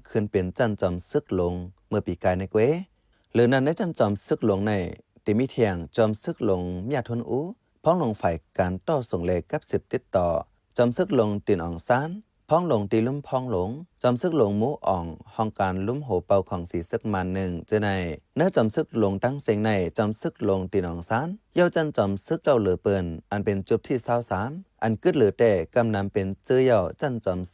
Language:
Shan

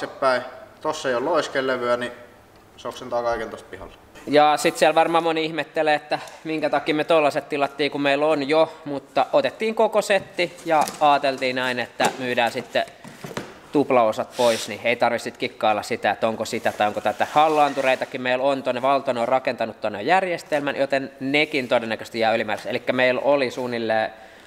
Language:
Finnish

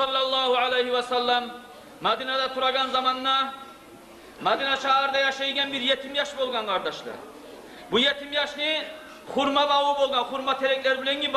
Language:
Kumyk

